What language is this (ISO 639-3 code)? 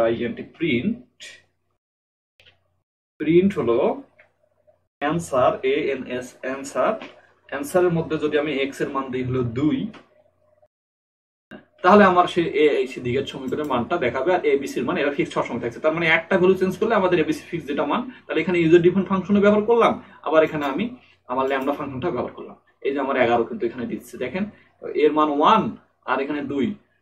ben